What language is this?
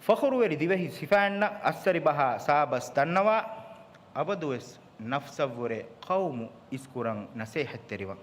Divehi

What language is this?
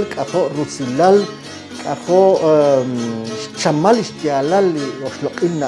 Kekchí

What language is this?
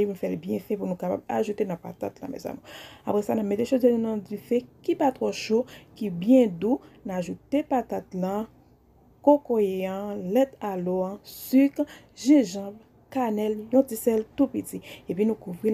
Haitian Creole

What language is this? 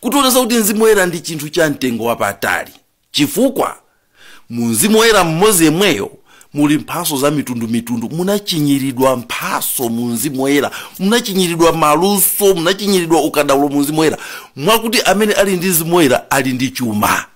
Nyanja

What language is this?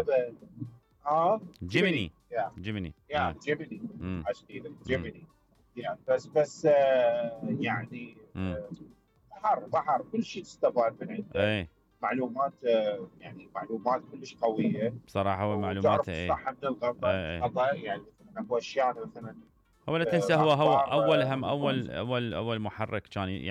Mesopotamian Arabic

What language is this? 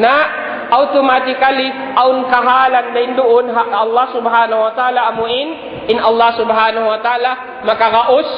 Tausug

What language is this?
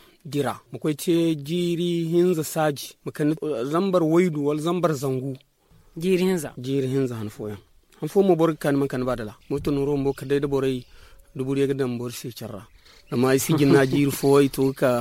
Zarma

